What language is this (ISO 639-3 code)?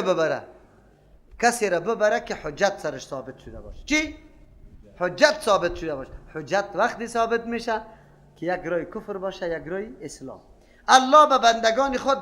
fas